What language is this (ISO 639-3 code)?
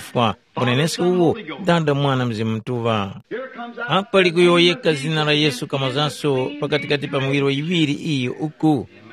tum